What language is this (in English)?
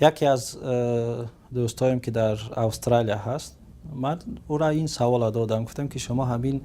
Tajik